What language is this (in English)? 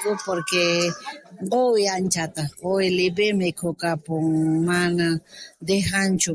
South Bolivian Quechua